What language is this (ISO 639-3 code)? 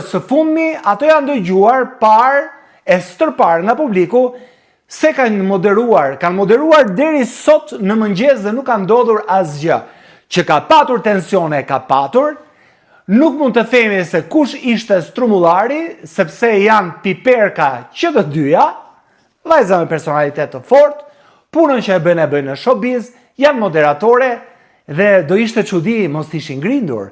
sqi